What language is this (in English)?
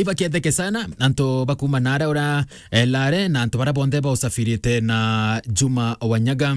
Meru